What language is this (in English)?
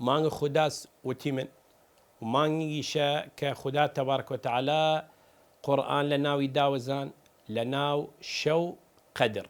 Southern Kurdish